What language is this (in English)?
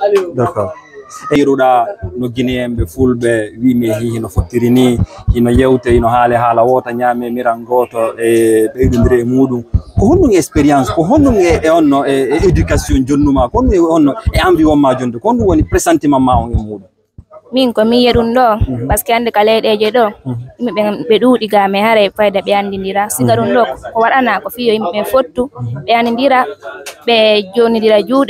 Fula